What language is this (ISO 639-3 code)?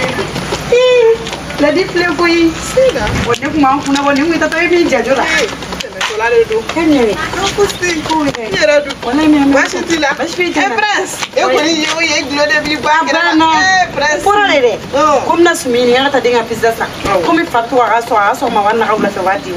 bam